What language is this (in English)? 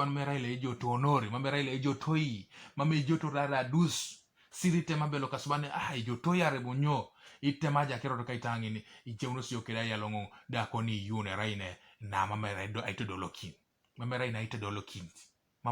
Teso